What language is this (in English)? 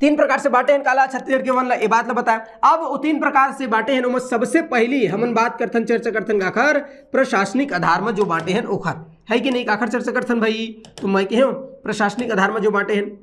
Chhattisgarhi